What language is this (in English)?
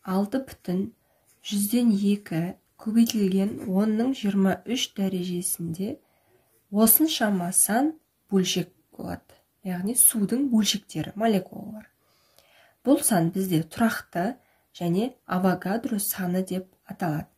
Kazakh